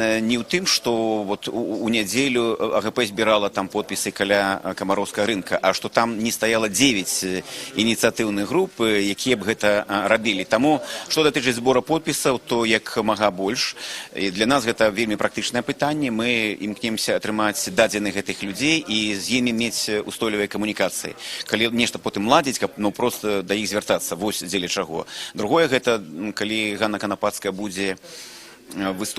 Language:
Belarusian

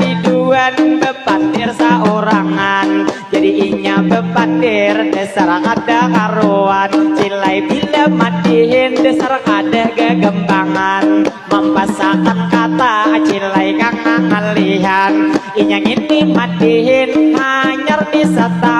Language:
Banjar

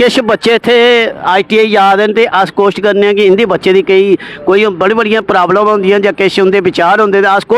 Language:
Dogri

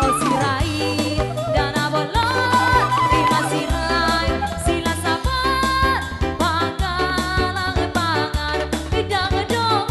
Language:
Batak Toba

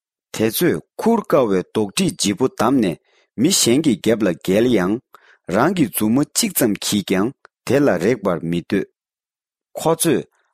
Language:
Tibetan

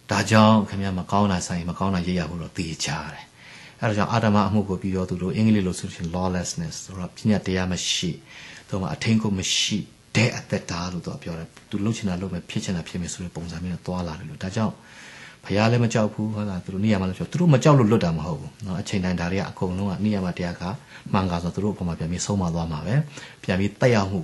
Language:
Burmese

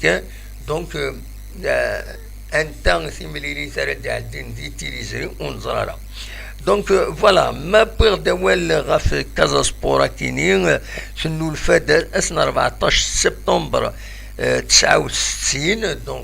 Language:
Kabyle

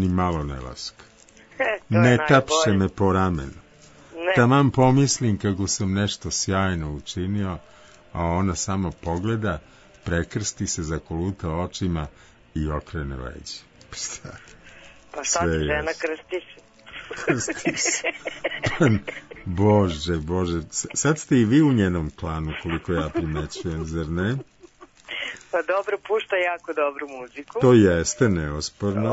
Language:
Serbian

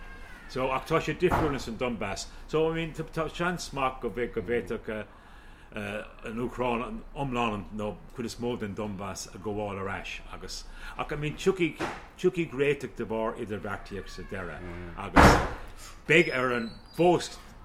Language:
Irish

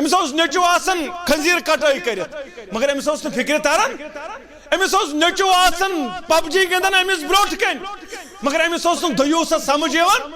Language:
Kashmiri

